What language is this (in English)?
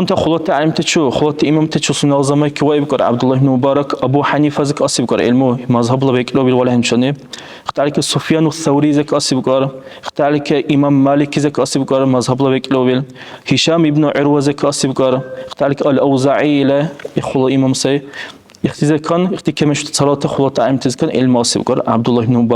Dargwa